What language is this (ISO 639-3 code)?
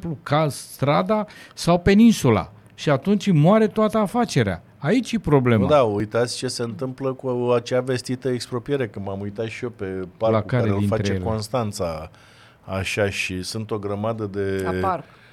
ron